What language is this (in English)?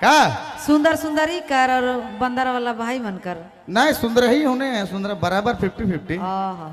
Sadri